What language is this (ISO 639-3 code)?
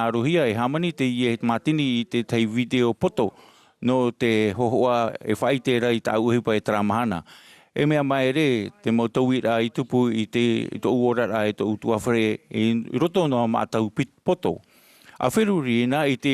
tah